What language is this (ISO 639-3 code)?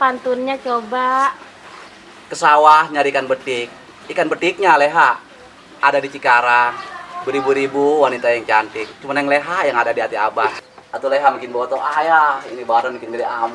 bew